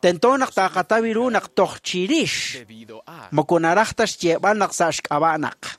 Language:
Kekchí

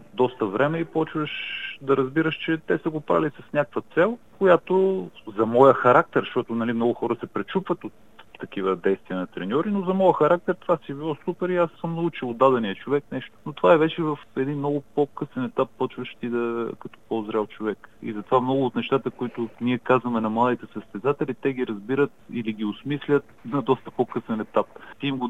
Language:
Bulgarian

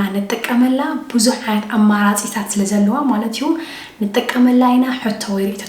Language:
Tigrinya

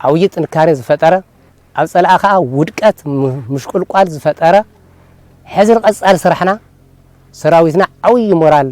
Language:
Tigrinya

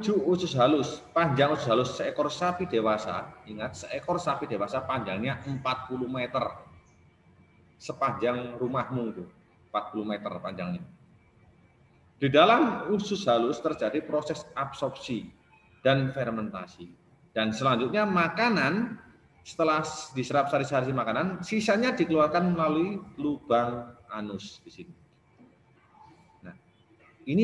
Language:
Indonesian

